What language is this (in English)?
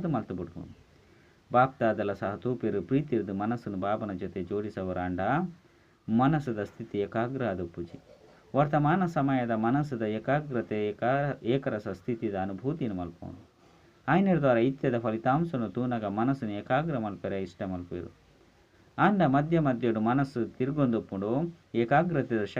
Tulu